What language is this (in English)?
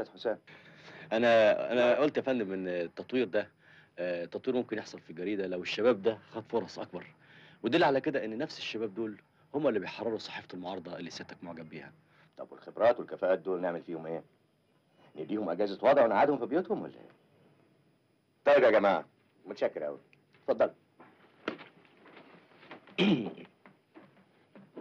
Egyptian Arabic